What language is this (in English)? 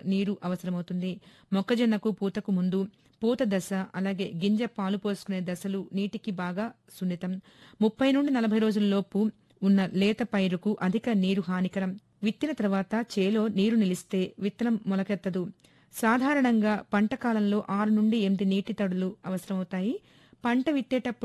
Telugu